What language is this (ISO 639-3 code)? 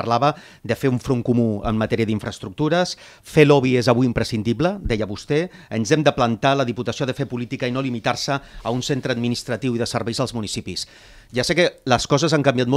cat